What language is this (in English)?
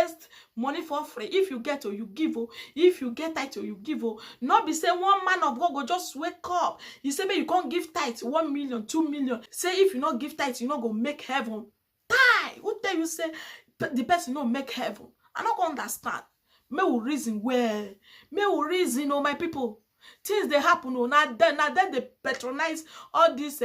Nigerian Pidgin